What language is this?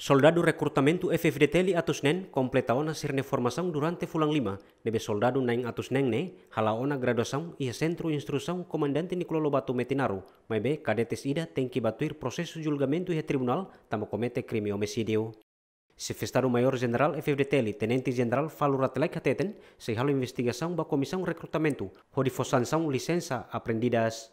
Tetum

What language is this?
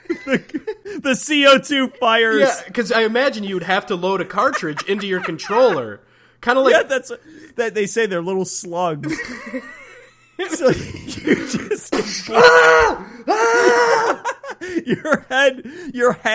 English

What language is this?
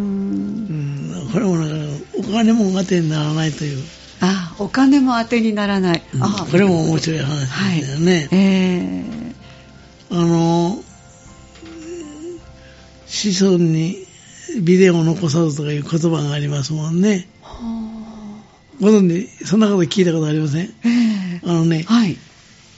Japanese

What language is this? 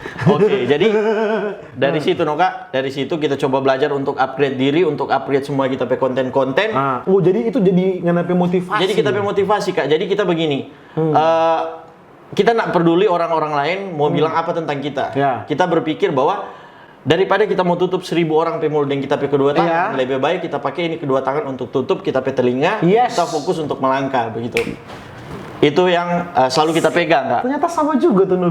Manado Malay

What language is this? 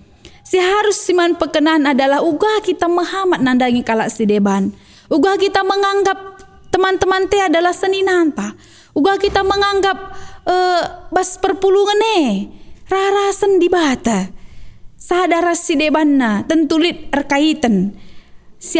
Batak Karo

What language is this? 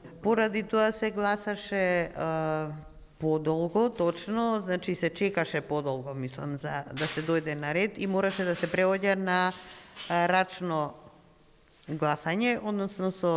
Macedonian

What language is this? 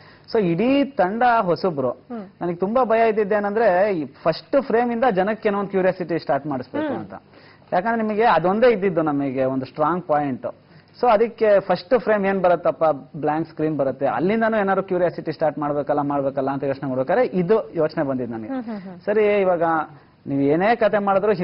Kannada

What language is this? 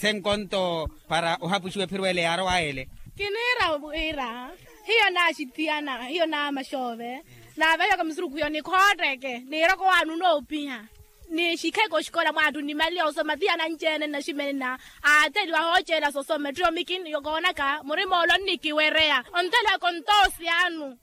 Makhuwa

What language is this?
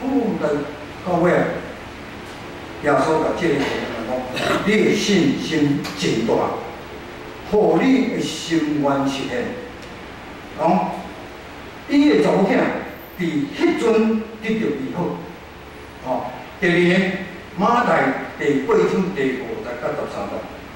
Min Nan Chinese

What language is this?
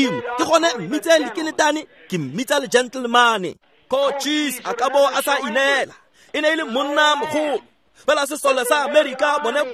Tswana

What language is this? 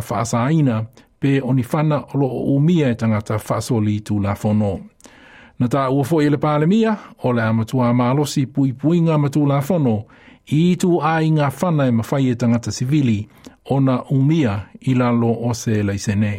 Samoan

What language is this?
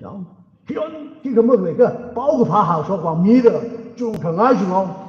Tangkhul Naga (India)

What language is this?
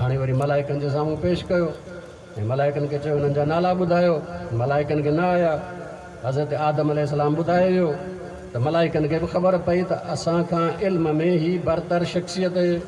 Sindhi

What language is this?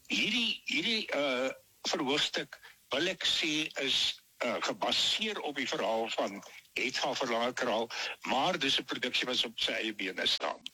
Afrikaans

